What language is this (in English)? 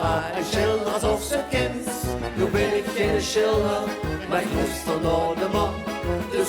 Limburgish